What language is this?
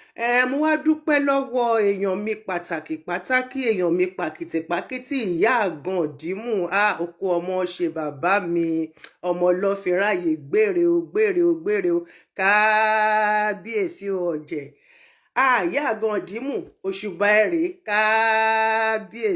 Yoruba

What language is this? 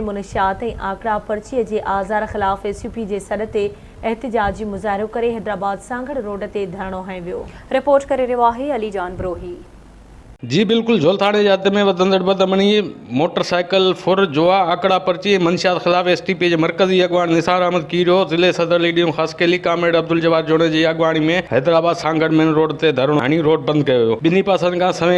Sindhi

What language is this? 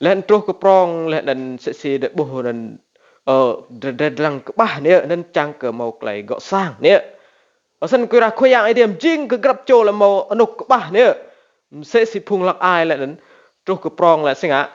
Rade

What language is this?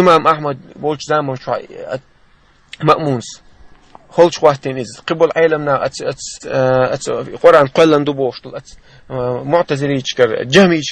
Chechen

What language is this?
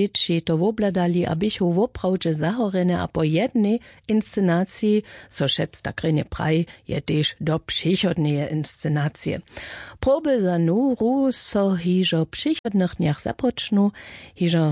Upper Sorbian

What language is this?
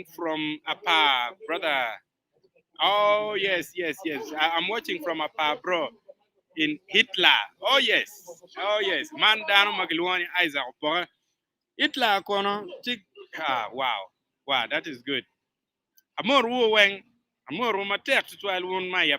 Acoli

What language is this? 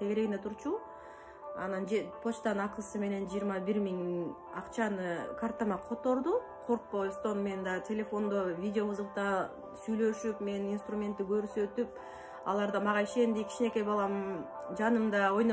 Kyrgyz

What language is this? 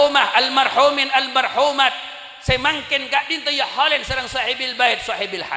Madurese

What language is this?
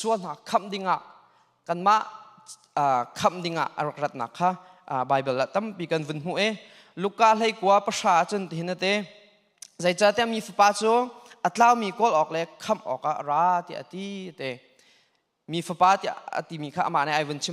Hakha Chin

